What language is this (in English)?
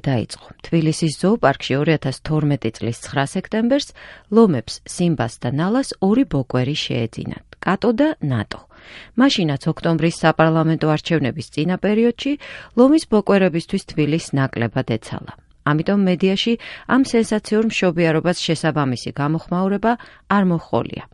Georgian